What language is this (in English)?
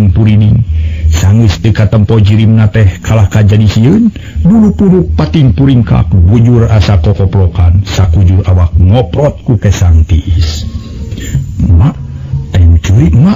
Sundanese